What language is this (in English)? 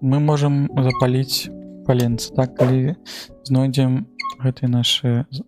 Belarusian